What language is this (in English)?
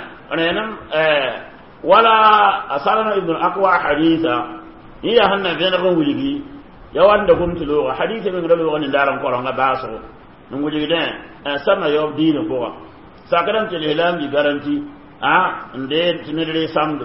Mossi